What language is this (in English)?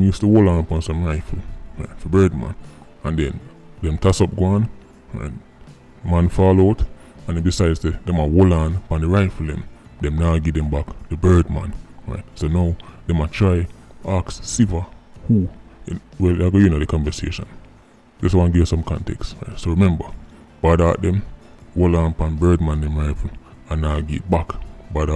Jamaican Creole English